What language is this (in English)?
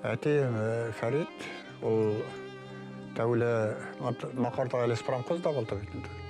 Bashkir